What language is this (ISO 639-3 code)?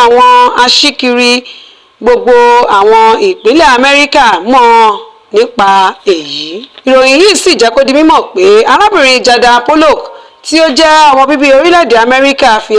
yor